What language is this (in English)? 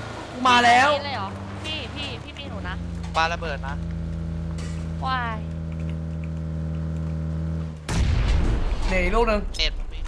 Thai